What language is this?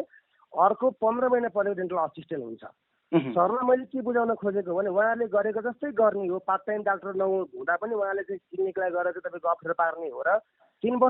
Nepali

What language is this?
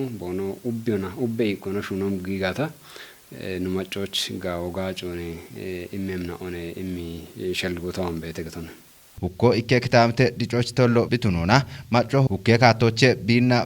Kafa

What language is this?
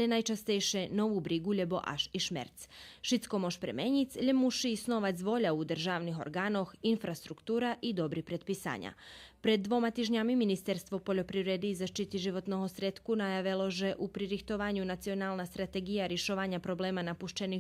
Rusyn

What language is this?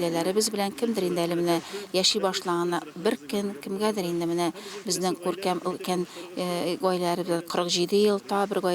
Tatar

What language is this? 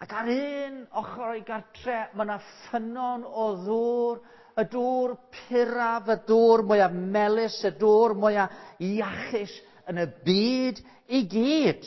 Welsh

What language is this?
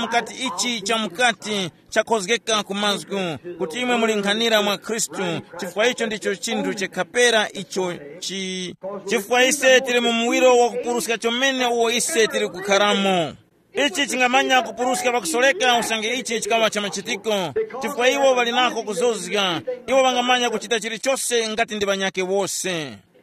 Tumbuka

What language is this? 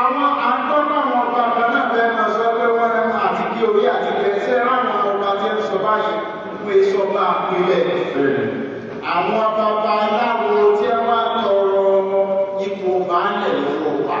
Yoruba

